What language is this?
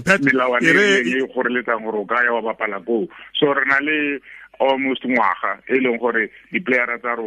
Tswana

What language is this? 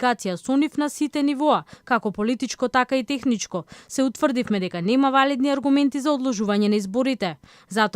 Macedonian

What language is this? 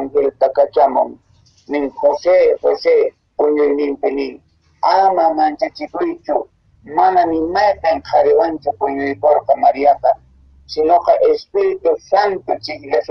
Quechua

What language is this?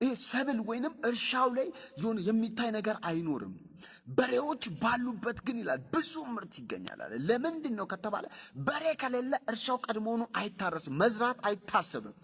Amharic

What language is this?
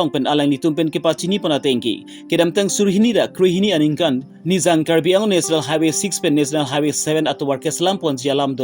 Karbi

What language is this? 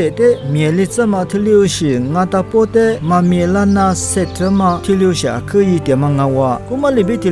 Lisu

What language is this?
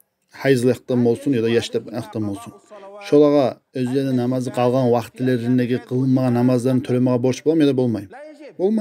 Kumyk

